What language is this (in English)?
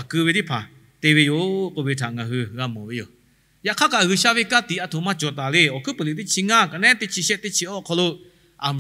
Lahu